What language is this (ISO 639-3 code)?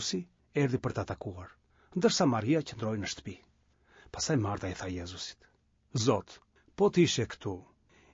sqi